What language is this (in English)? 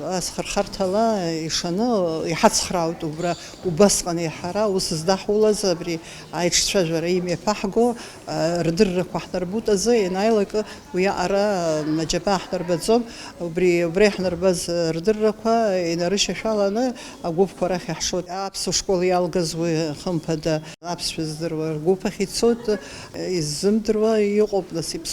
Abkhazian